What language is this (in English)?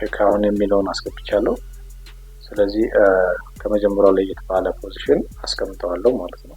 Amharic